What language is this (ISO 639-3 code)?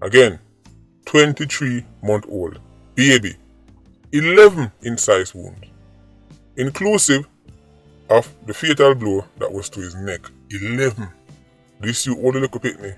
jam